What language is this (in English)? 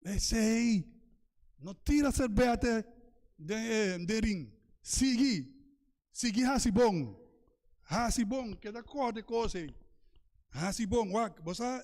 Papiamento